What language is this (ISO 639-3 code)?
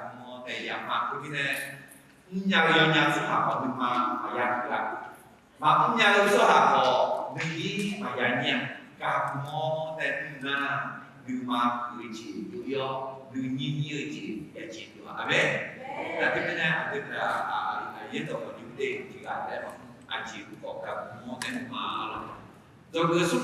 ahk